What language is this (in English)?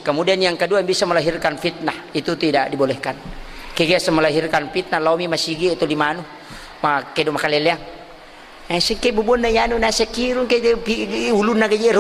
Buginese